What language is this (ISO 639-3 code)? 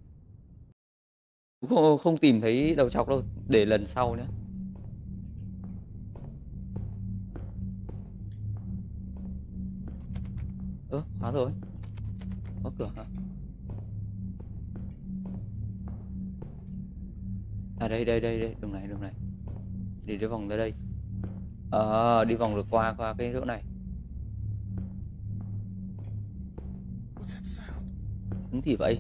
vie